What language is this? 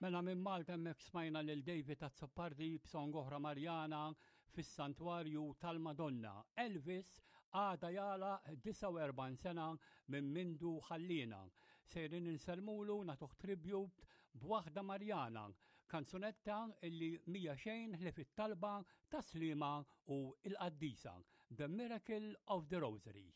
Maltese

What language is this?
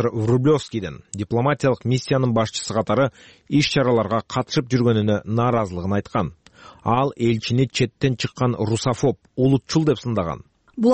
Kyrgyz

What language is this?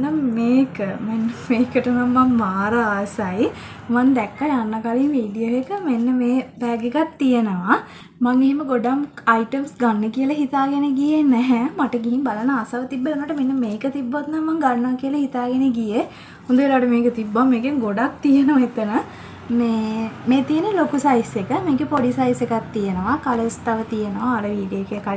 Sinhala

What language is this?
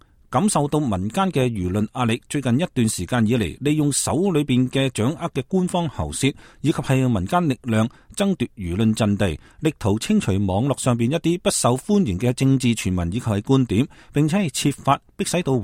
Cantonese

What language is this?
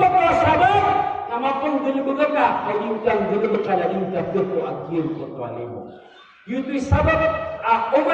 Maranao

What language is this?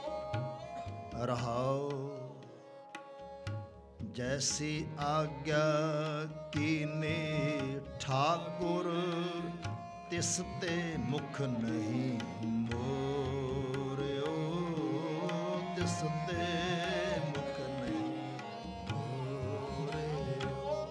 Punjabi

